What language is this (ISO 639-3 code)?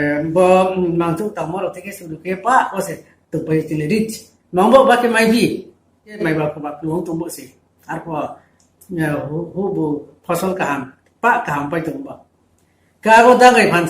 ria